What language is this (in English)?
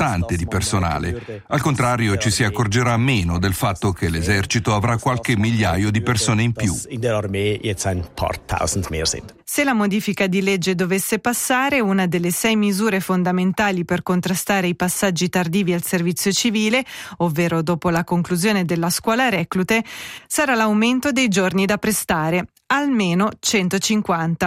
Italian